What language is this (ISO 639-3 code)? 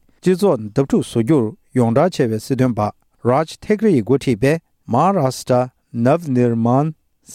bod